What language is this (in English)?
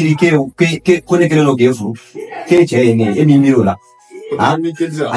Bambara